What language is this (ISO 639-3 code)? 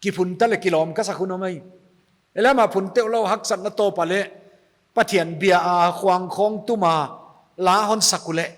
pck